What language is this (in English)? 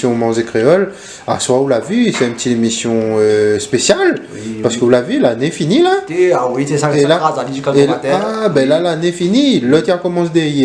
Réunion Creole French